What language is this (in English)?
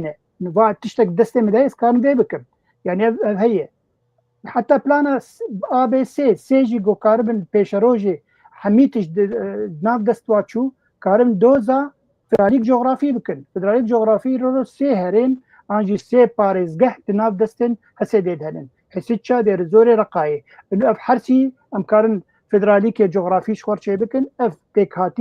Kurdish